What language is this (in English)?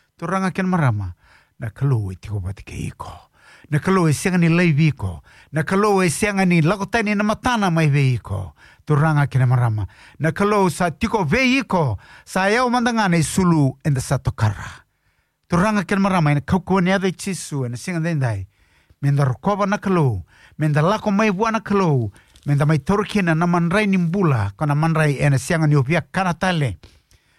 Fijian